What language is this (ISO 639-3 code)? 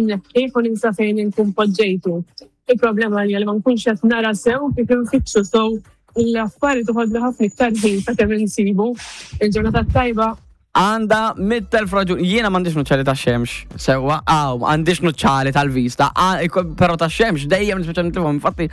mlt